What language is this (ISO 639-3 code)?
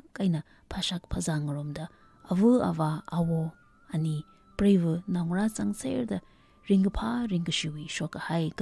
nmf